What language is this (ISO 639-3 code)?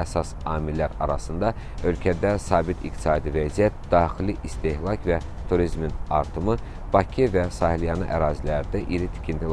aze